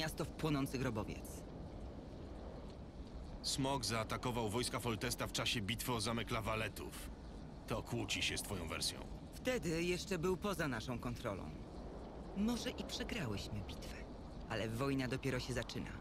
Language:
Polish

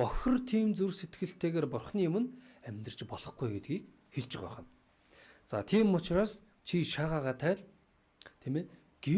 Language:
Mongolian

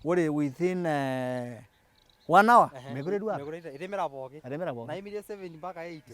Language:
Masai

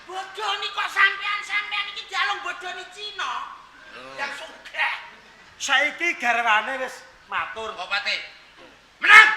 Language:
Javanese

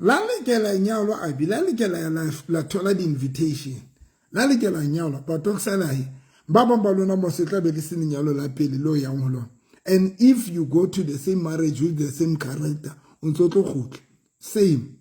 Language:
Southern Sotho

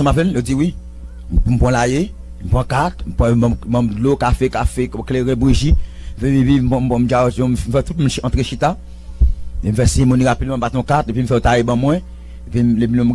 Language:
Haitian Creole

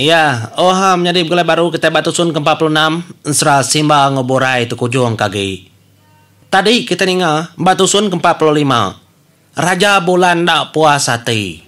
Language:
Iban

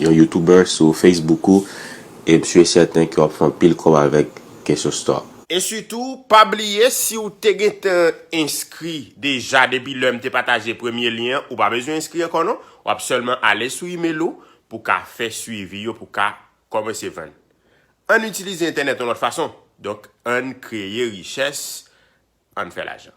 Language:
Haitian Creole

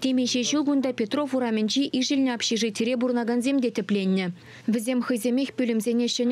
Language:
Chuvash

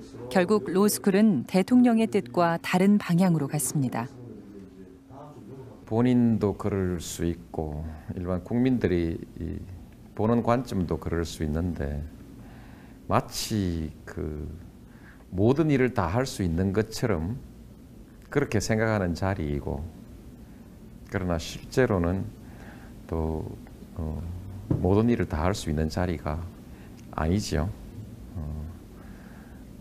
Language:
Korean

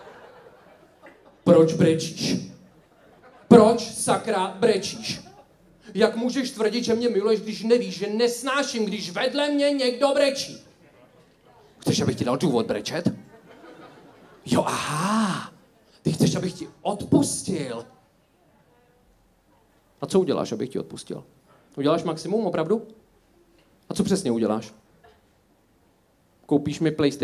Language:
Czech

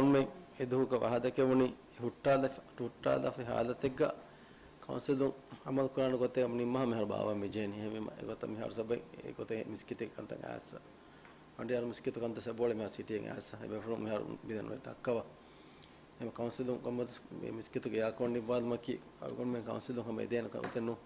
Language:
Divehi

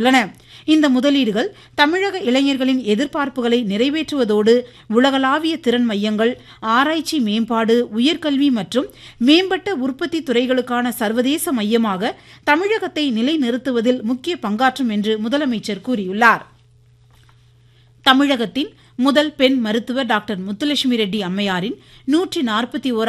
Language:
Tamil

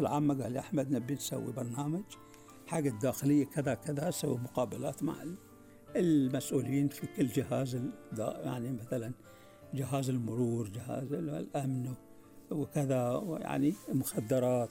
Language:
Gulf Arabic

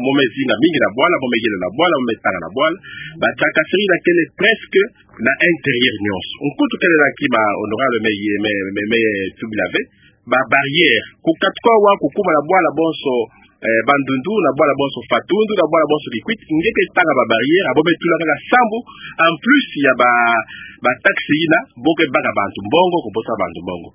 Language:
Kituba (Democratic Republic of Congo)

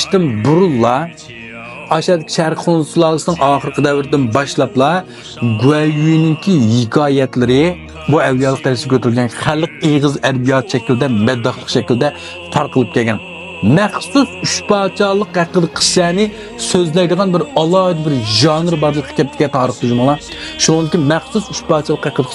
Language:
Uyghur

